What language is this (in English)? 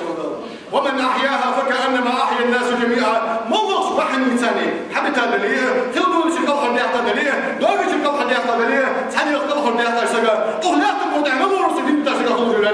Ingush